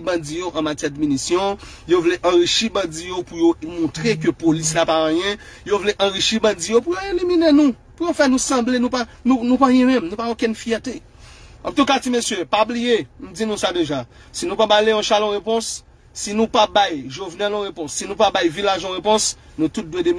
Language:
Haitian Creole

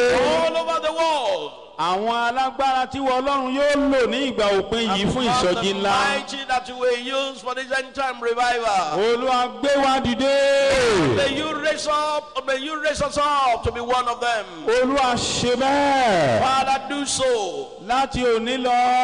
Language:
Yoruba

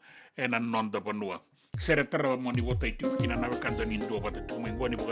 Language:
Fijian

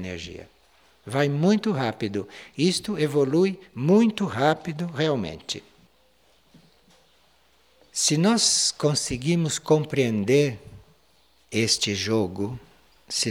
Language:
Portuguese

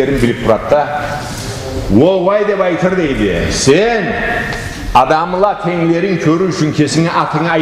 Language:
Karachay-Balkar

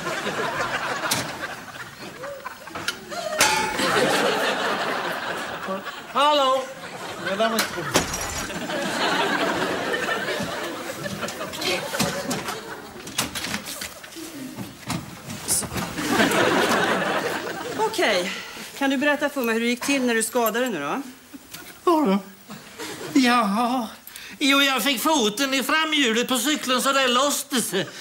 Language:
Swedish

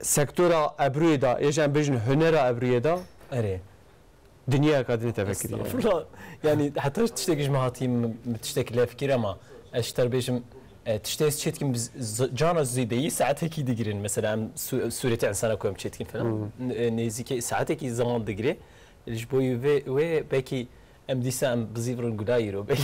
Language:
Kurdish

